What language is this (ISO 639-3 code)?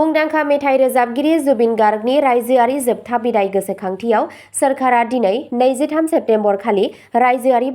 brx